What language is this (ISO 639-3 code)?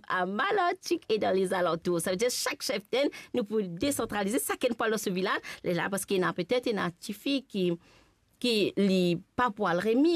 mfe